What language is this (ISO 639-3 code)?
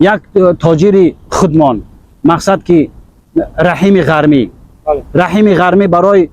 tgk